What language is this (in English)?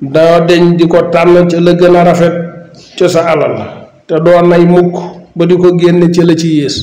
Wolof